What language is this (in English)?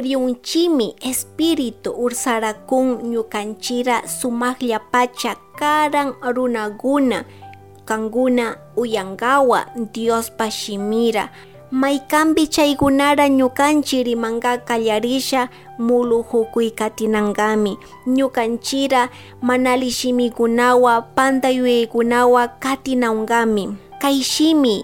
Chimborazo Highland Quichua